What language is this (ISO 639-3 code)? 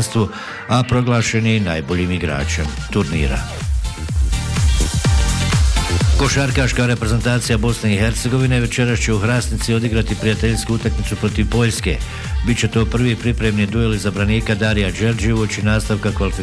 bos